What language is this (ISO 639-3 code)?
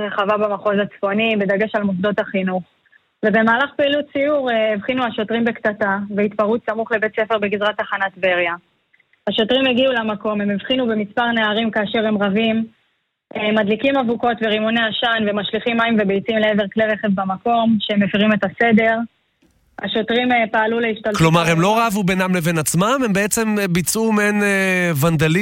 heb